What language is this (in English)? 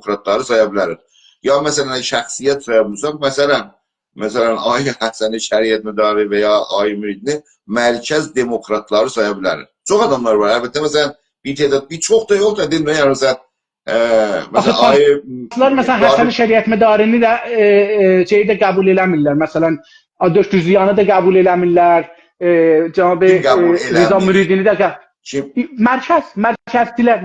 South Azerbaijani